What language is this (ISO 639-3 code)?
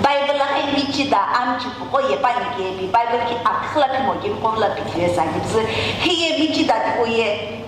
nsm